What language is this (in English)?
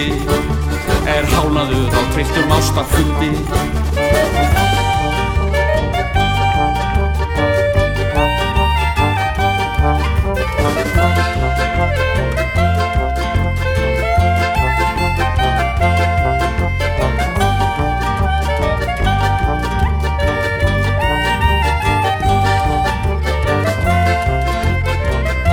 Icelandic